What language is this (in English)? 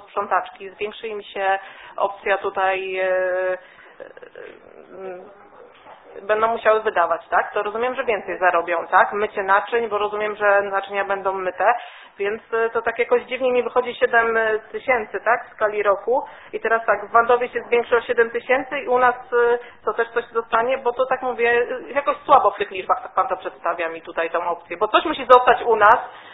Polish